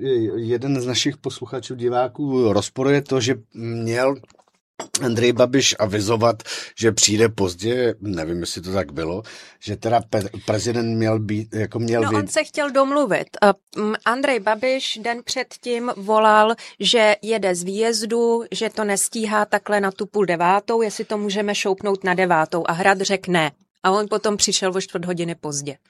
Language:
Czech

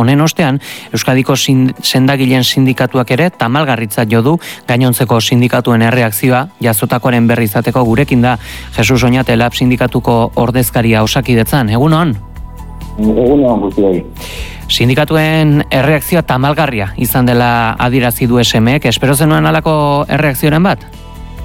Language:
Basque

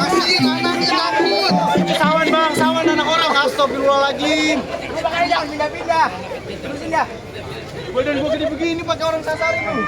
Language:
Betawi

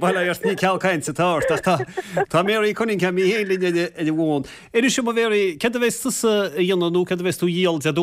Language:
Irish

